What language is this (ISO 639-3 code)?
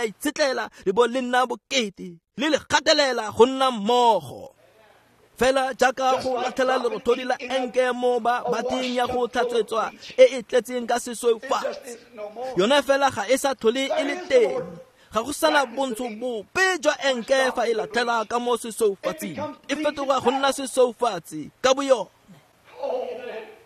tsn